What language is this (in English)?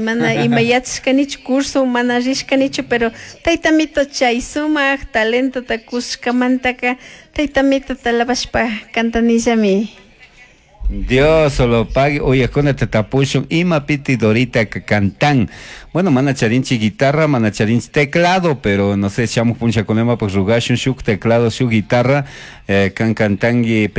Chimborazo Highland Quichua